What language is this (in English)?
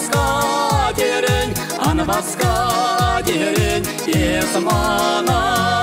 Chuvash